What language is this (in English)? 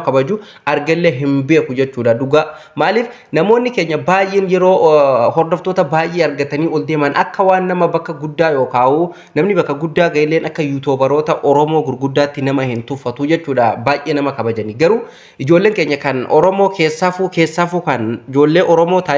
Oromo